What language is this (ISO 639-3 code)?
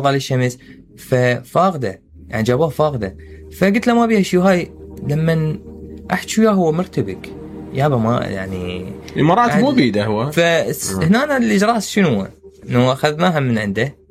acm